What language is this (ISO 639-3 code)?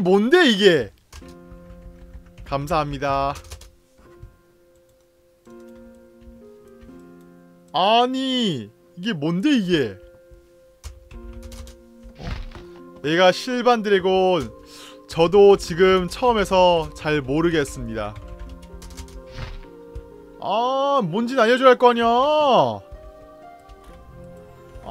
kor